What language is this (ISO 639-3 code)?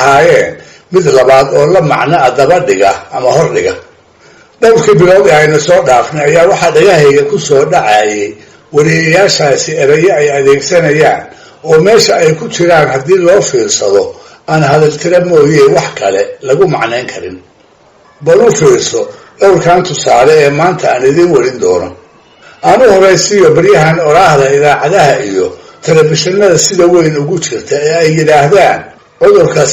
som